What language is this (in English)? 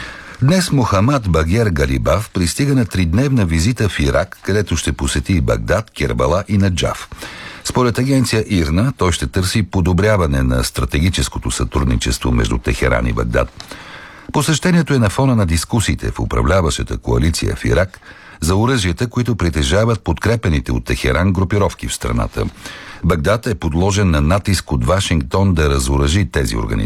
Bulgarian